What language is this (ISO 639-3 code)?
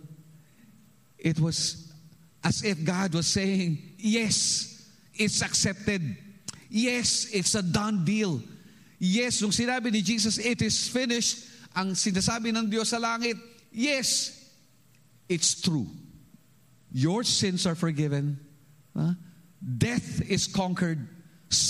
fil